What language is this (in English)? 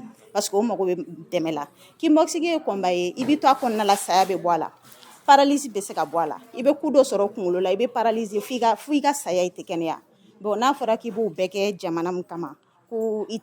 Bambara